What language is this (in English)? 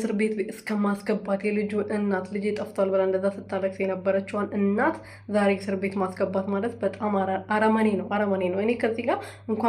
Amharic